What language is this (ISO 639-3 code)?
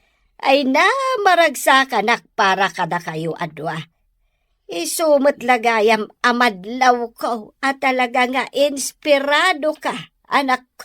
ilo